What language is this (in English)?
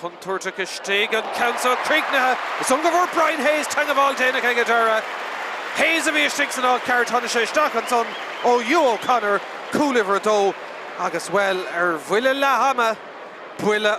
Irish